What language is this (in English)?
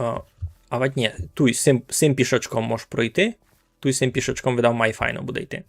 Rusyn